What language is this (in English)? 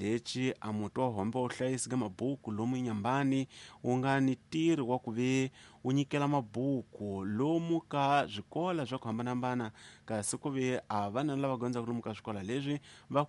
Tsonga